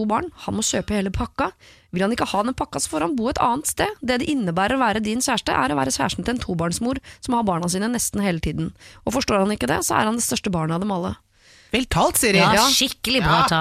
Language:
Norwegian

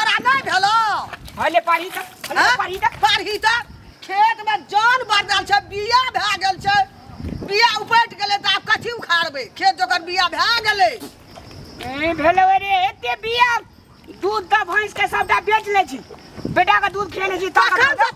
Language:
Maithili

